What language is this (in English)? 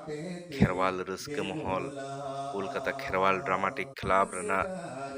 Santali